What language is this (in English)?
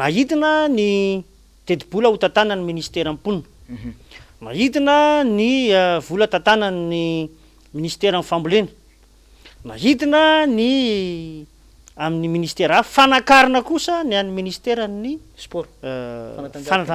Malagasy